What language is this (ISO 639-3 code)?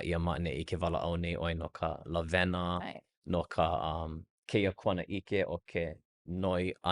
haw